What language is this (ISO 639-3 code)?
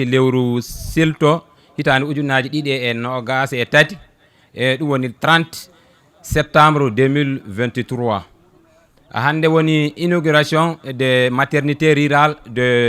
ful